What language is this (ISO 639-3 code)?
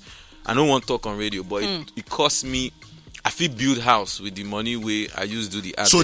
pcm